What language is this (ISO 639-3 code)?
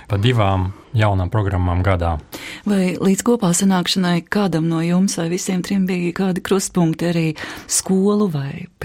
lav